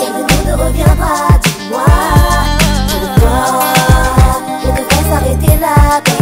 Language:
French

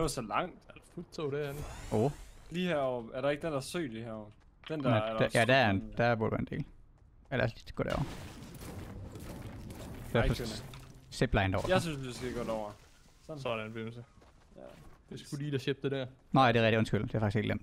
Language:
Danish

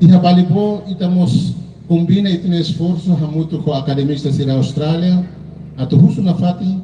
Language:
Tetum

